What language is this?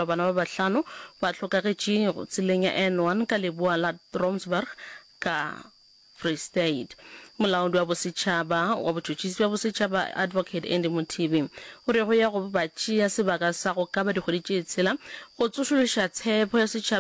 Northern Sotho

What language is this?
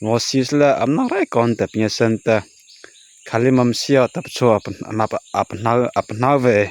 Mara Chin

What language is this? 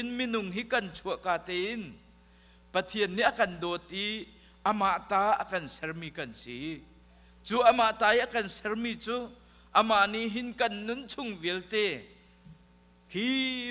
Hakha Chin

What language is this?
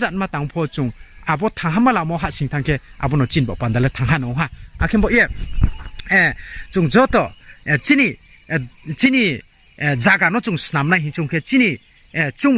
Riang (India)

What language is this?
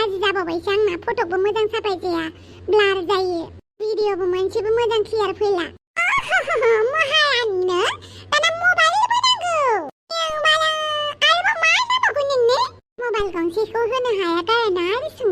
Bodo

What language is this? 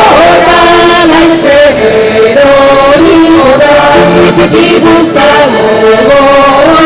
Basque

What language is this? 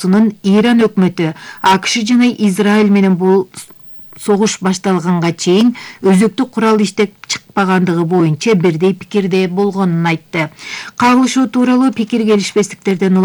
Kyrgyz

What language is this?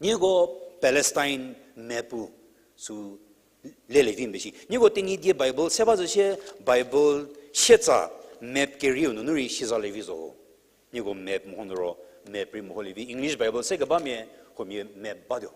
Angami Naga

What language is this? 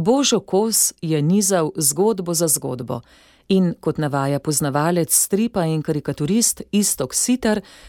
Slovenian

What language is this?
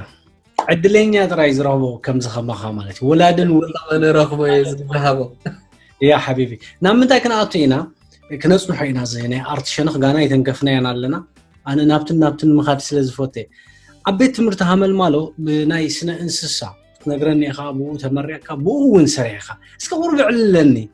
Tigrinya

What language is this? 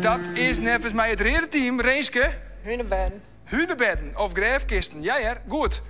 Western Frisian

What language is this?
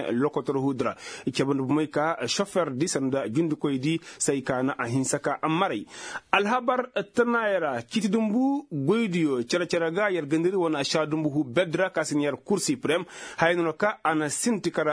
Koyraboro Senni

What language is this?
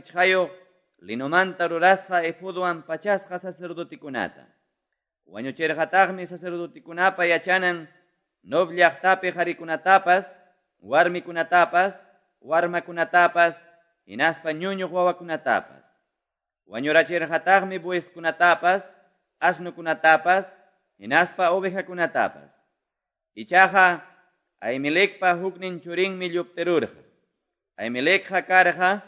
Quechua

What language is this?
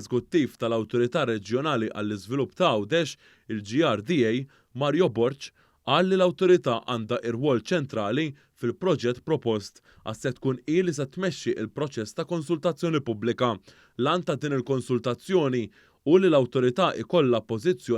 Maltese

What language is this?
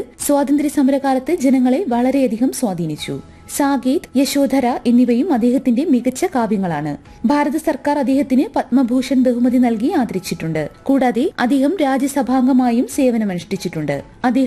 Malayalam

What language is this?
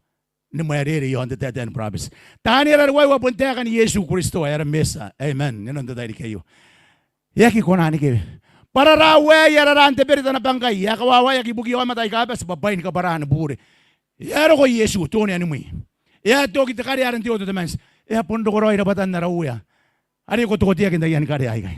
Gilbertese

